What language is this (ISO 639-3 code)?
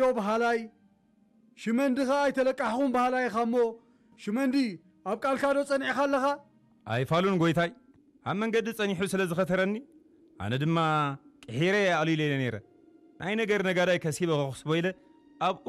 tir